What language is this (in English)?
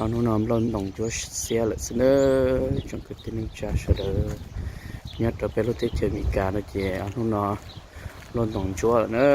Hmong